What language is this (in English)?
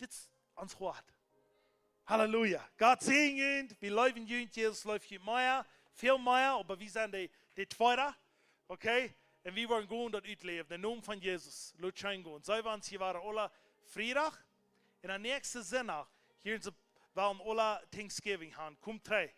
Plautdietsch